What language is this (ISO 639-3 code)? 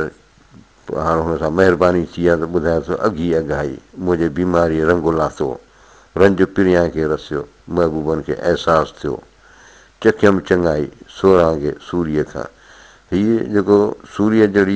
snd